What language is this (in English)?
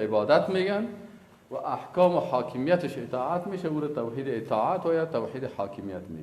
Persian